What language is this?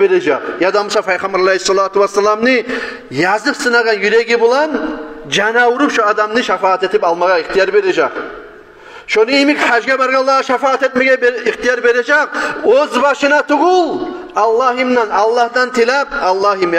Kumyk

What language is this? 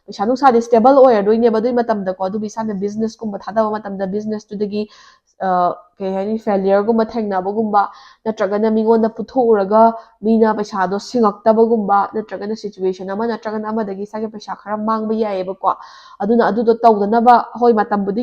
Manipuri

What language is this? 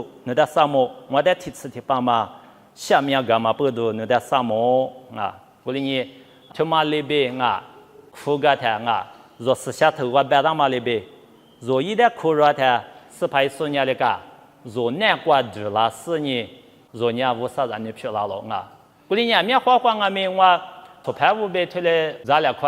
Lisu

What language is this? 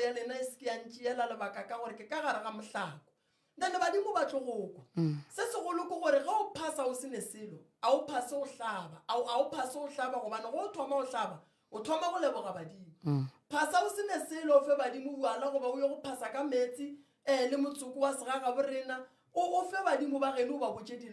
Northern Sotho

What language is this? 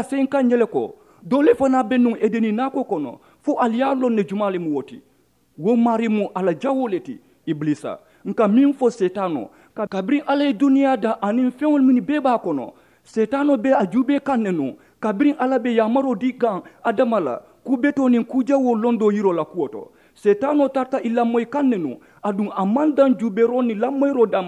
Mandingo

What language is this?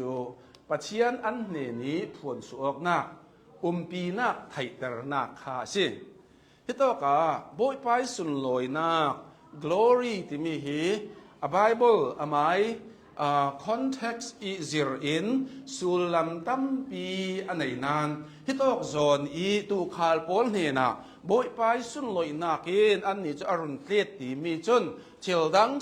Hakha Chin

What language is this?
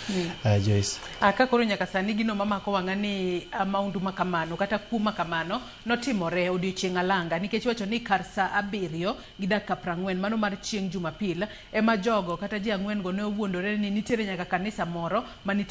Luo (Kenya and Tanzania)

